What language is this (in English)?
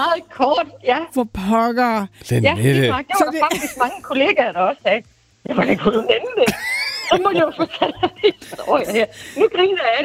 Danish